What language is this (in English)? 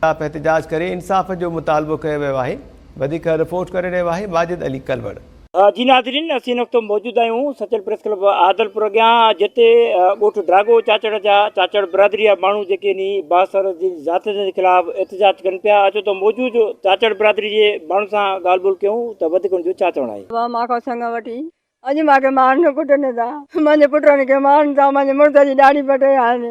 Sindhi